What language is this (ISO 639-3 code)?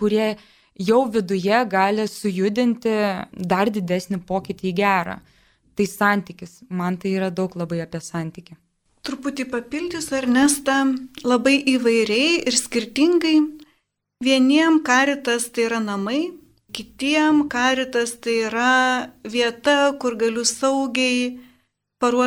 lit